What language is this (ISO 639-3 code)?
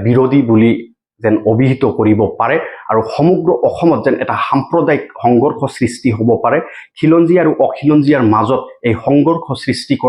asm